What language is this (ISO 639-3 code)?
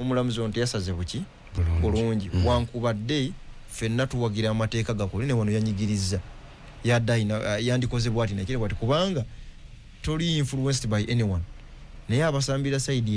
lug